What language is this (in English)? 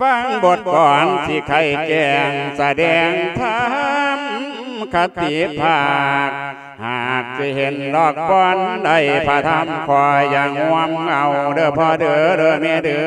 Lao